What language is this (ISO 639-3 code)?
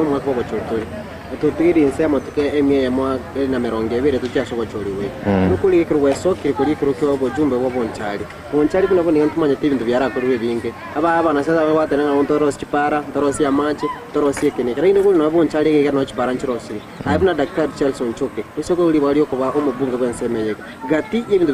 guz